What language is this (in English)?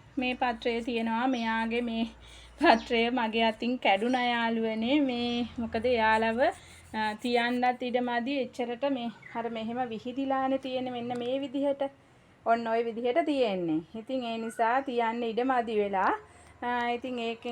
Sinhala